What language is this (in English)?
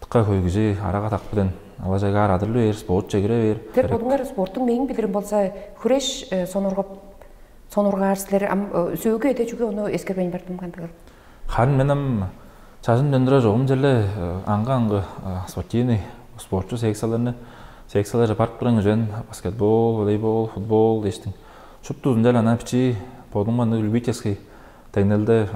Tuvinian